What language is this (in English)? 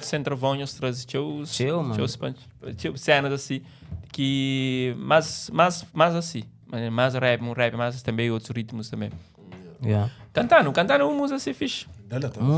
Kabuverdianu